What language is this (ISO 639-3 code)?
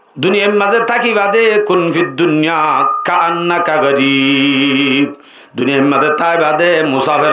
rhg